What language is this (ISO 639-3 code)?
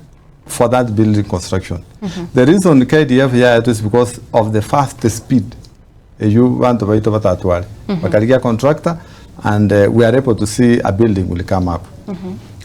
guz